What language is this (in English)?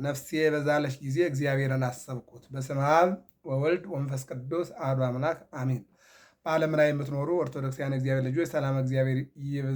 Amharic